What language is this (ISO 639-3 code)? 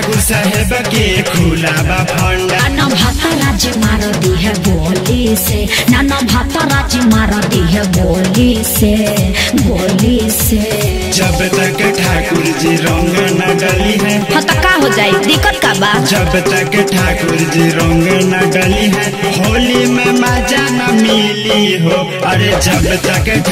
bho